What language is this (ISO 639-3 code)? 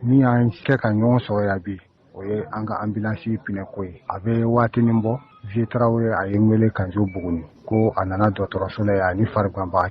bam